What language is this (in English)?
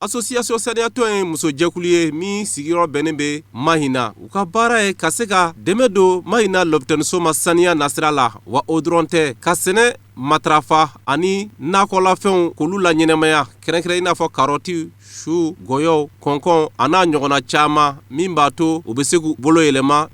Bambara